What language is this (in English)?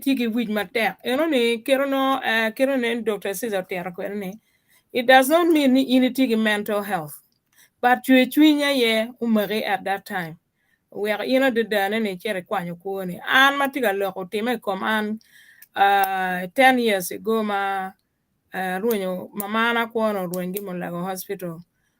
Acoli